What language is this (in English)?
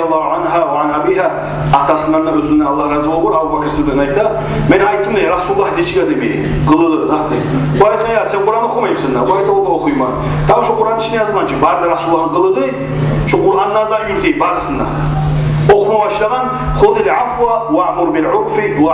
Kumyk